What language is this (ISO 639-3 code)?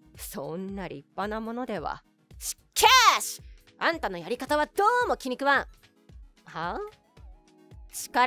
jpn